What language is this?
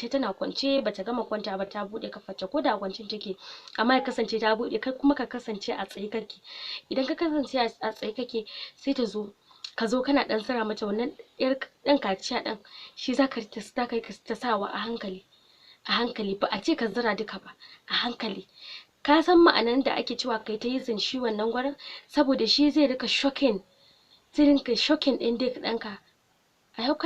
Hausa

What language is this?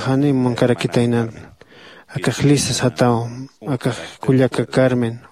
Aymara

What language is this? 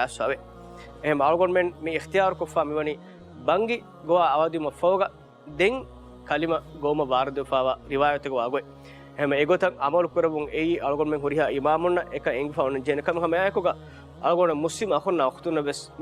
Divehi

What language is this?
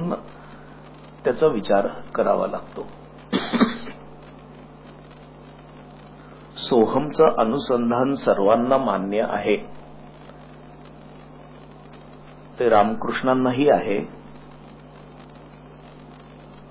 Marathi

